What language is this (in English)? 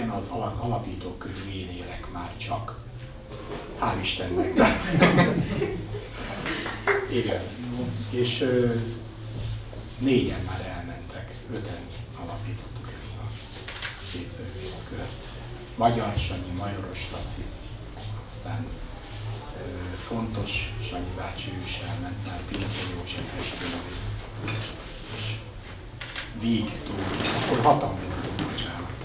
Hungarian